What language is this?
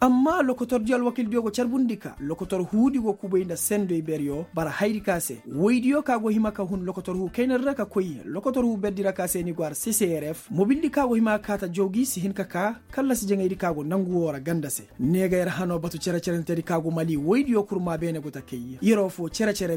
Koyraboro Senni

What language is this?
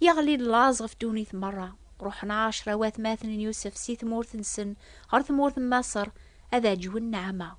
Kabyle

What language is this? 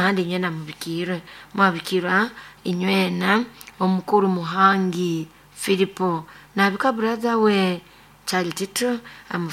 Nyoro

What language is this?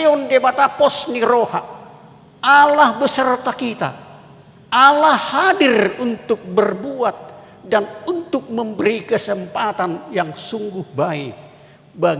Batak Toba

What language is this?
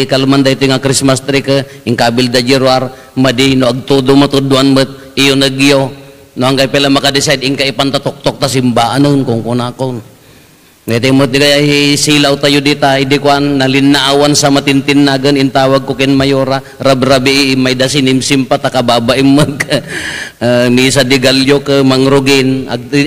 Iloko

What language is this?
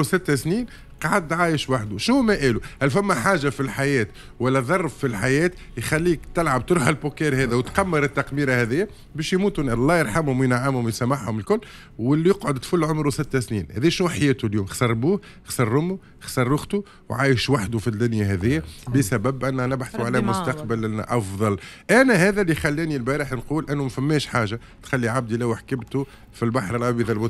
Tunisian Arabic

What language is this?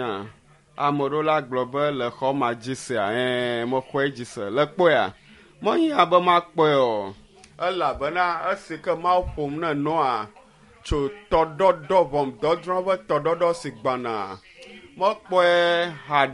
Ewe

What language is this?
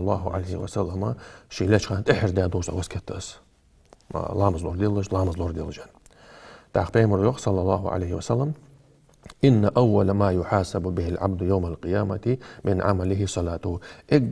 Ingush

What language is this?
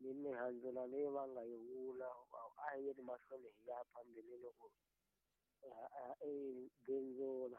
Tsonga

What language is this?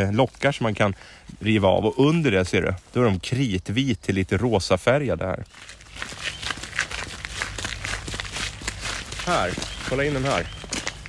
Swedish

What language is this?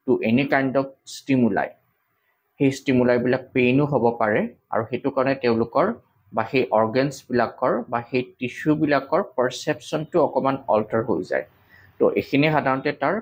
Assamese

